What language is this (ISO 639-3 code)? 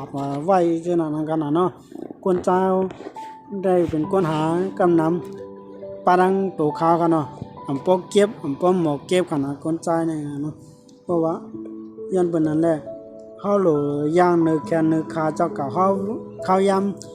shn